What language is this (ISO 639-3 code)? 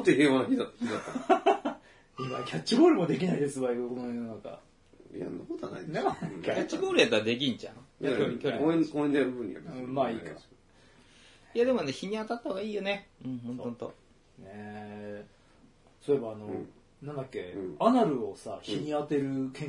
jpn